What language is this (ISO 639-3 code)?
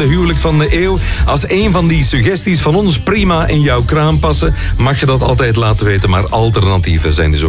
nld